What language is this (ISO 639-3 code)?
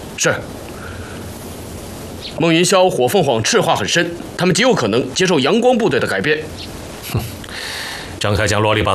zho